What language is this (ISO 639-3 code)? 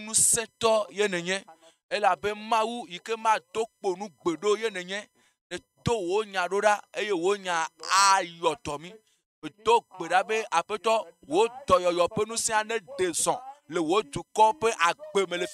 ewe